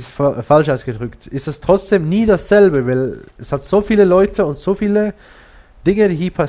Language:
Swiss German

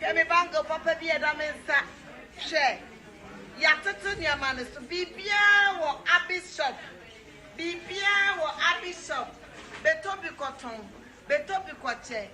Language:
Akan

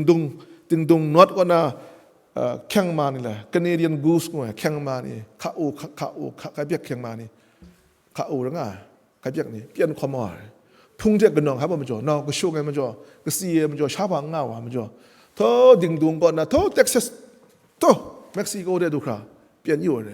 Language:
Kachin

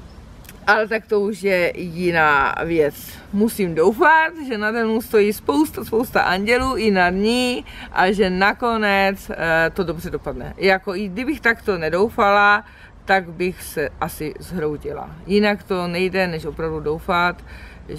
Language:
Czech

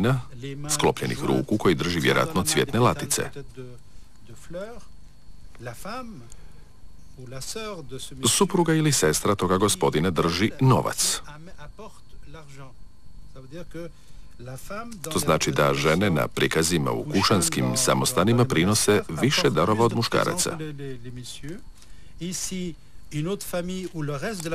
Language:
Croatian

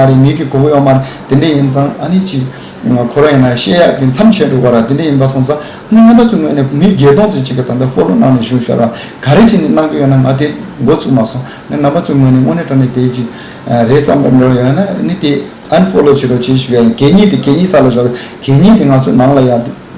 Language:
Tibetan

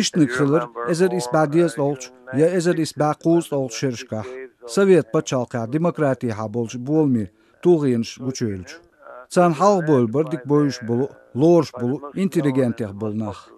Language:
Chechen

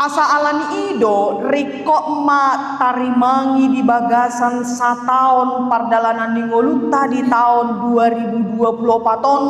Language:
Batak Toba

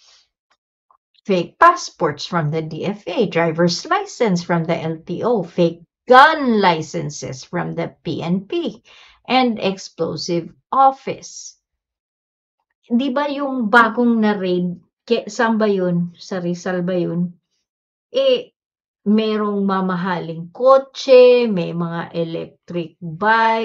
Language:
Filipino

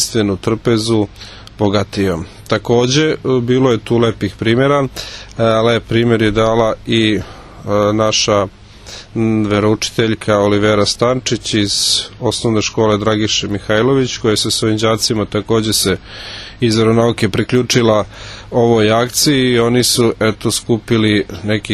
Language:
Serbian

